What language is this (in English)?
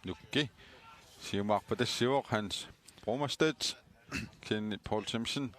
Kalaallisut